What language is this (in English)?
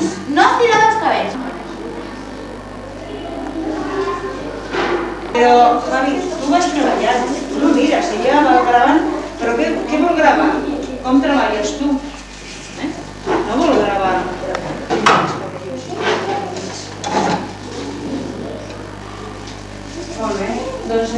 Catalan